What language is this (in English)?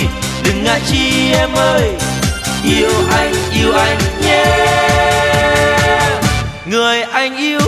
Vietnamese